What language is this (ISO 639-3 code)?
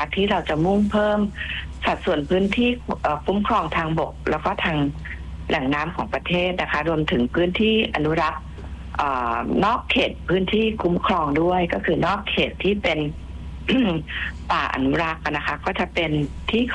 tha